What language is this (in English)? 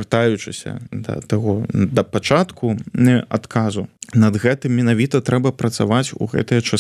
Belarusian